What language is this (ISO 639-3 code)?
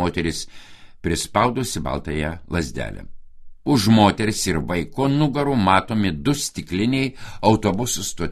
lit